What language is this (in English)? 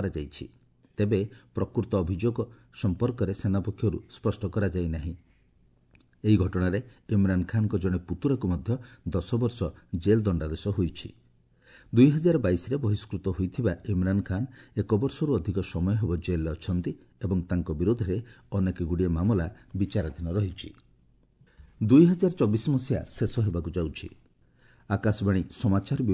Odia